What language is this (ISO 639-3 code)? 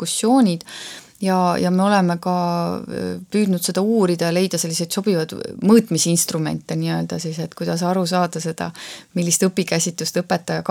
est